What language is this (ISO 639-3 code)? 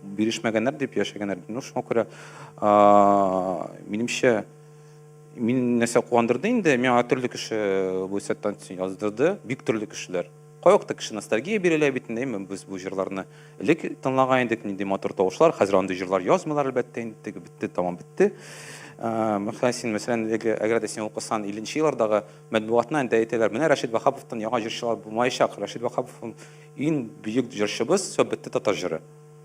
tat